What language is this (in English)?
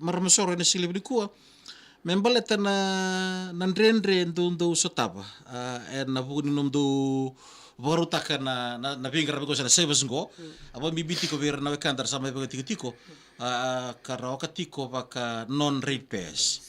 Fijian